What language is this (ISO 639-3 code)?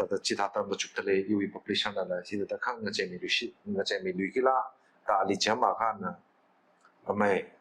nmf